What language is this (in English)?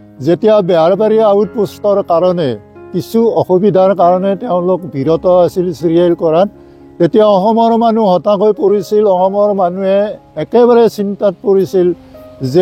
Assamese